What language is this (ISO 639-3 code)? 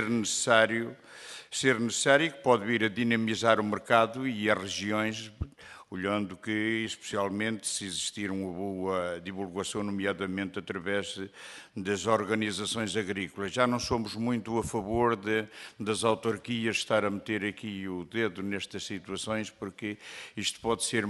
por